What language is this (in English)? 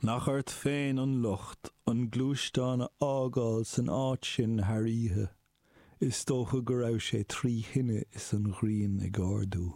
Irish